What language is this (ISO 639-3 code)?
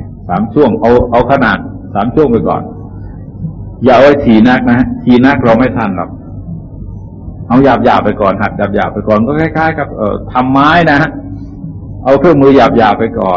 tha